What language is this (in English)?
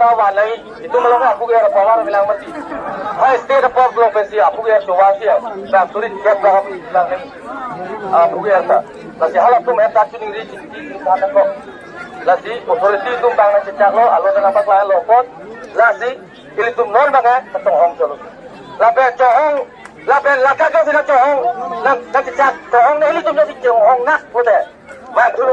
Karbi